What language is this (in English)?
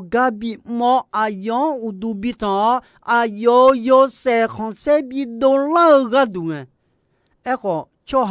Akha